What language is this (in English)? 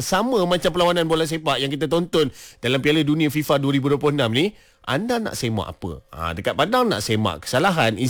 Malay